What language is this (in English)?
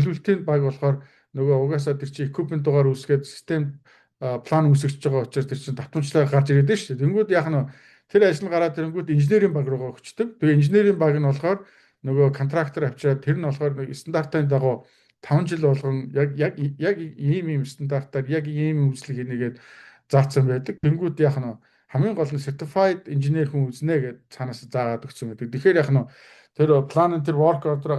Mongolian